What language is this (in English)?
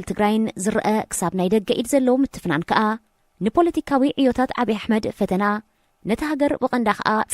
Tigrinya